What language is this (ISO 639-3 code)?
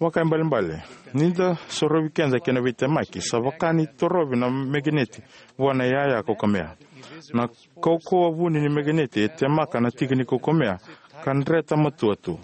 fij